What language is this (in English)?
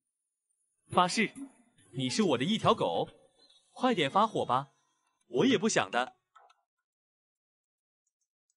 Chinese